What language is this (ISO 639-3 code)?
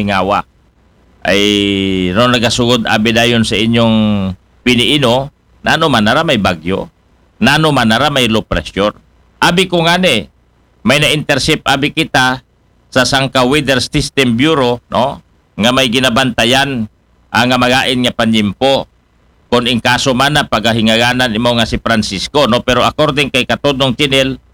akl